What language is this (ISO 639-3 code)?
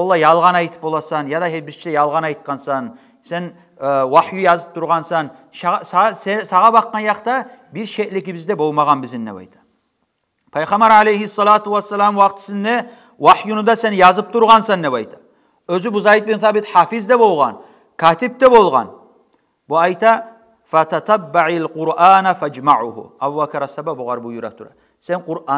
kum